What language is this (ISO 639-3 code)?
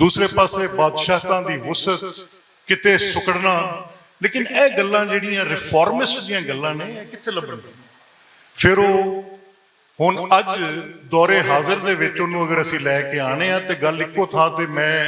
lah